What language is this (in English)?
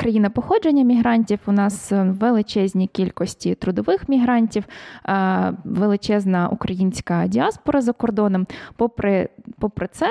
Ukrainian